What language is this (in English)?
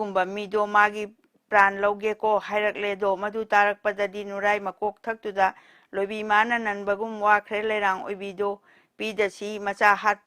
Manipuri